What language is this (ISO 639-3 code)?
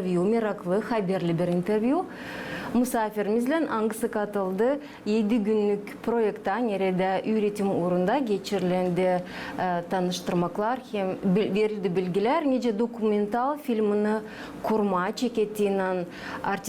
gag